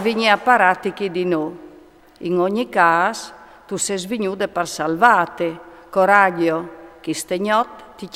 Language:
Friulian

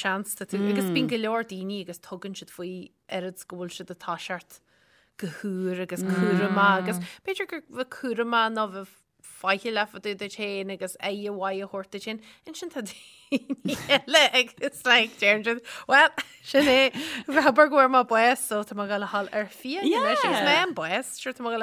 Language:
Irish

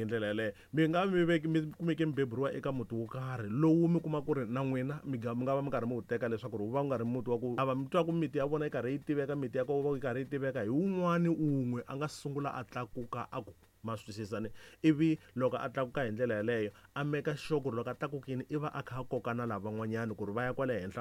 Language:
Tsonga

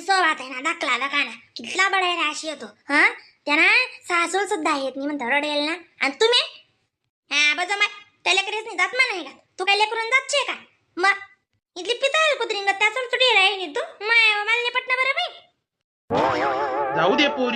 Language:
Khandesi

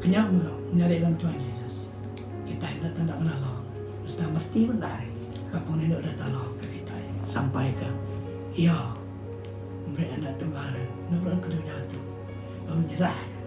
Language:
Iban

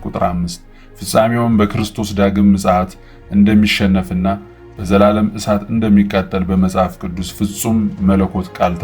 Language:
Amharic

